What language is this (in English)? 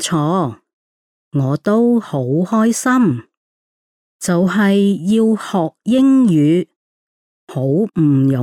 Cantonese